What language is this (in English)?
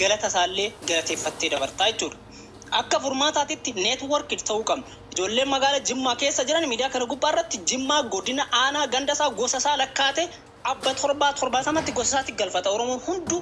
Oromo